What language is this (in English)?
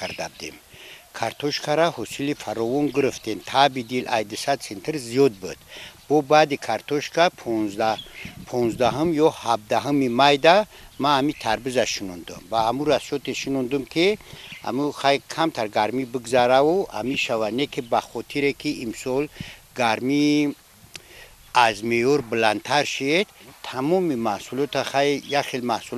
Tajik